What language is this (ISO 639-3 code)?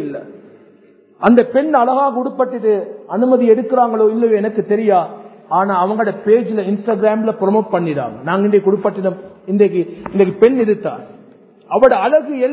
tam